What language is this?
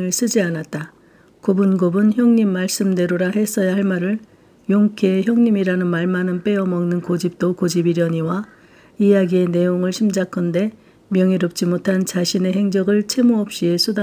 Korean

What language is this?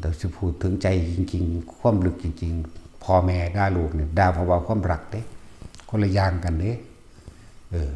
Lao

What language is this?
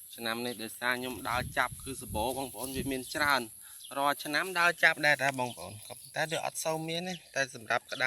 Khmer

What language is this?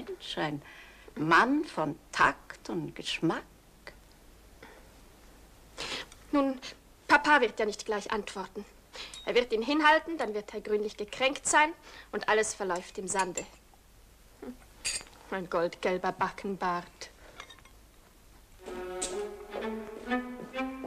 German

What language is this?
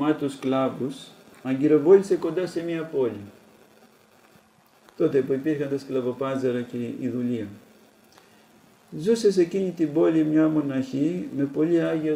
Greek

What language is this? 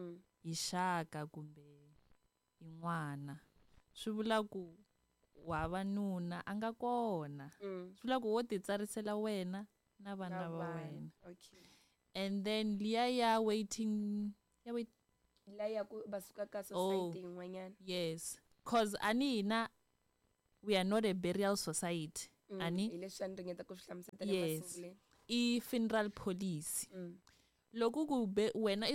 Tsonga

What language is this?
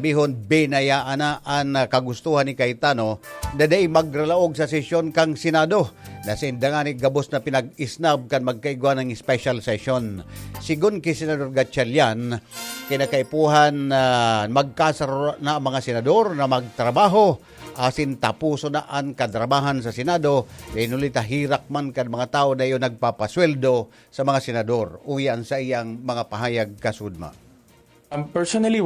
Bikol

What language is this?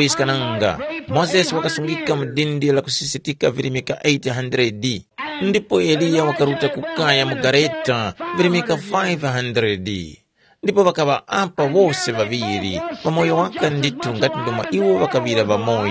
Tumbuka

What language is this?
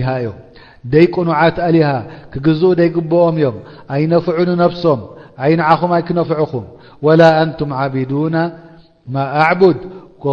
Tigrinya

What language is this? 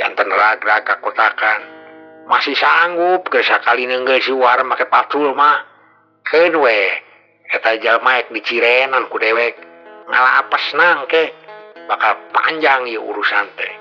Sundanese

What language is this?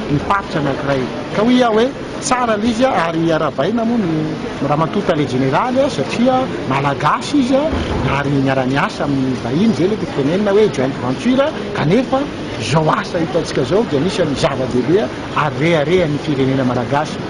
Malagasy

